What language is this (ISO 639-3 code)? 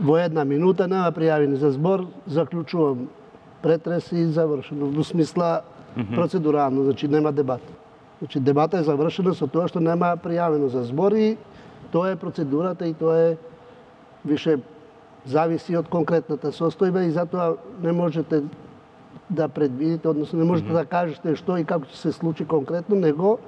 mkd